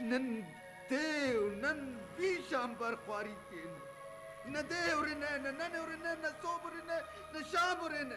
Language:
Brahui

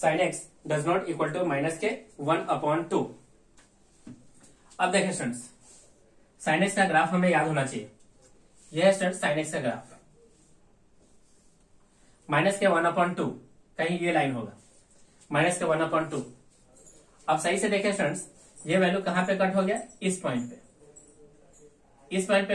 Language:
Hindi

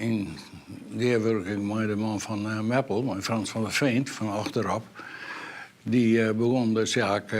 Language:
Western Frisian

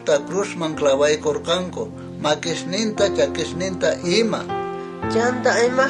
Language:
South Bolivian Quechua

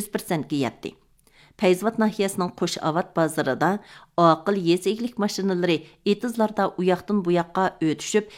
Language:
Uyghur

